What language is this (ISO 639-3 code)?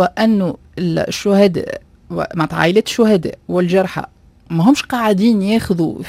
aeb